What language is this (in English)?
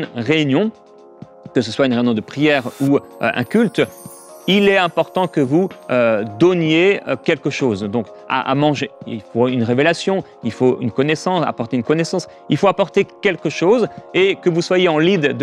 French